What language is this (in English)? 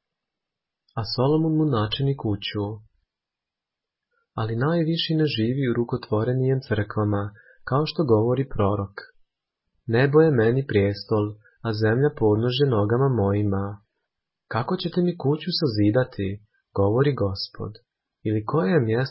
Croatian